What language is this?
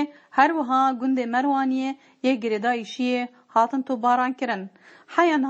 Kurdish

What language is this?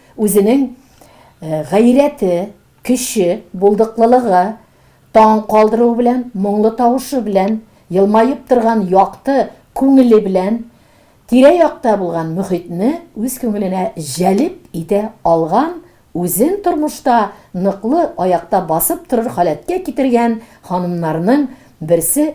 Tatar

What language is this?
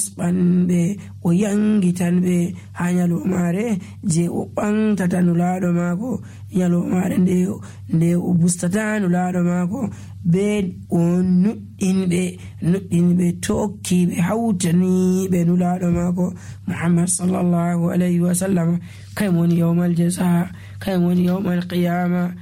Nigerian Fulfulde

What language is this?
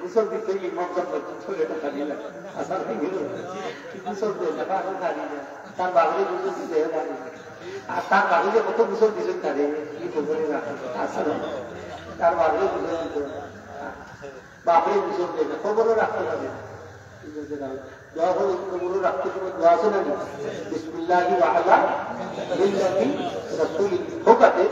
Sylheti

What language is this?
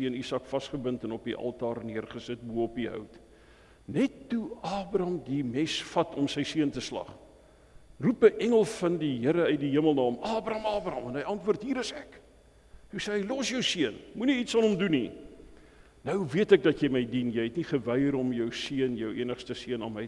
Afrikaans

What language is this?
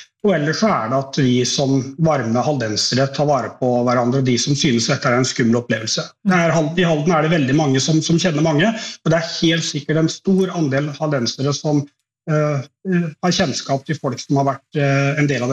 Norwegian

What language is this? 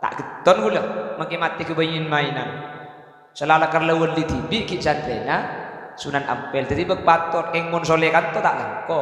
Madurese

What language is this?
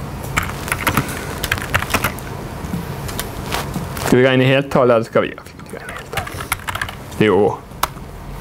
Norwegian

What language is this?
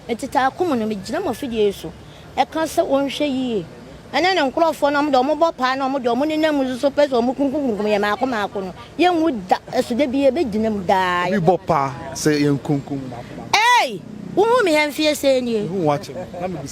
Akan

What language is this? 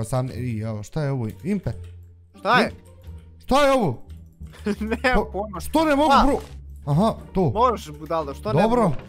Bosnian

